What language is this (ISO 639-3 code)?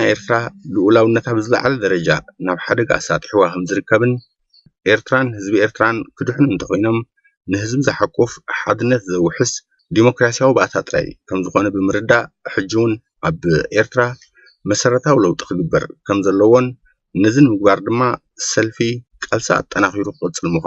tir